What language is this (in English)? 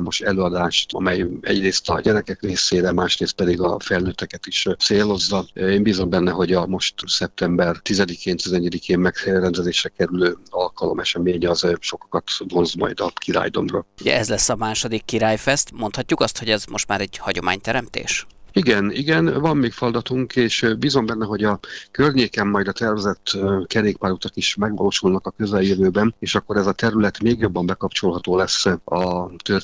Hungarian